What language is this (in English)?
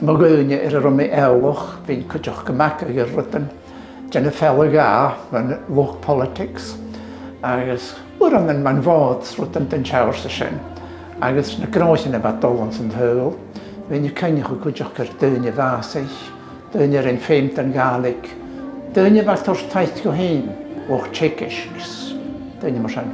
Scottish Gaelic